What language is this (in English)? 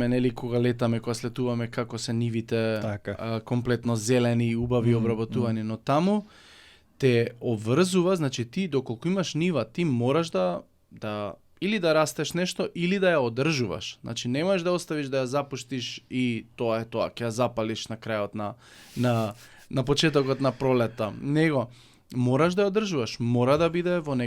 Macedonian